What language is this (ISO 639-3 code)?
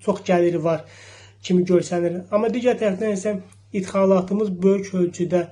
aze